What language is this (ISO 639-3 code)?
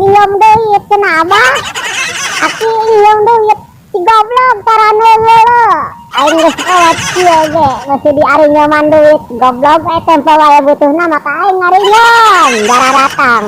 sun